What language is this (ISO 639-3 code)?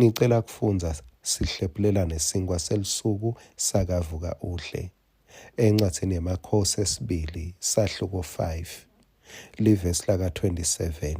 ssw